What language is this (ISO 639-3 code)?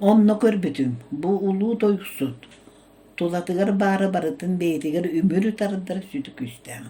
sah